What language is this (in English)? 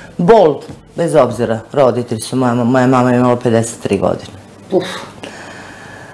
Serbian